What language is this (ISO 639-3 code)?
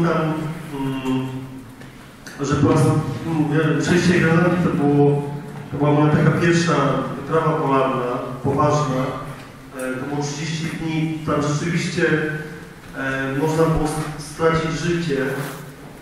pol